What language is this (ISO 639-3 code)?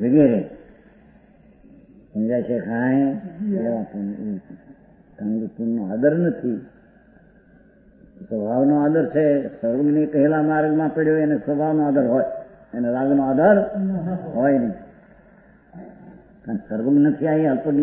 guj